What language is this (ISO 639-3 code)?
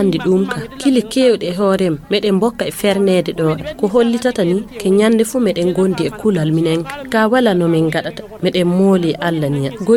ful